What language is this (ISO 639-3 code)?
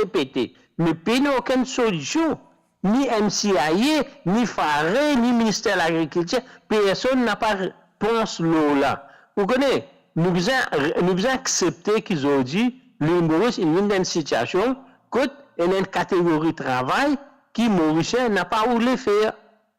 mfe